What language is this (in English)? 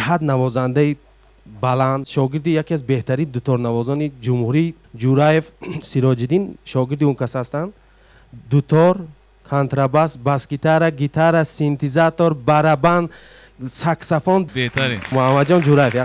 Tajik